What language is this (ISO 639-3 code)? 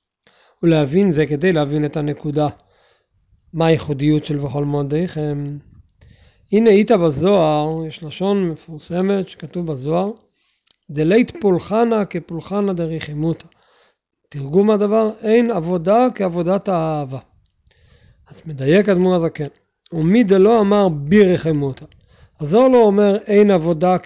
heb